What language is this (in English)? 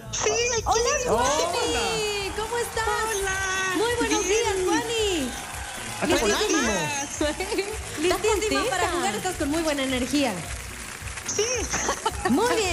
Spanish